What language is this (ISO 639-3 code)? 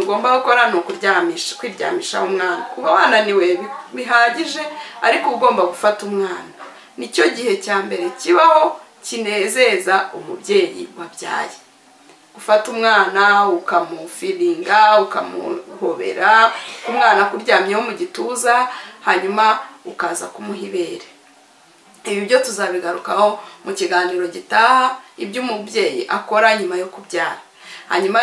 kin